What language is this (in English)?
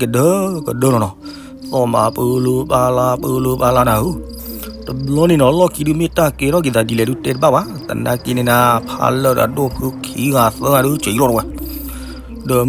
S'gaw Karen